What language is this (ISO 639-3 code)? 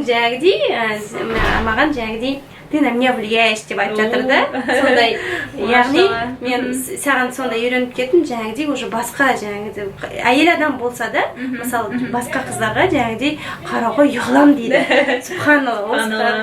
kaz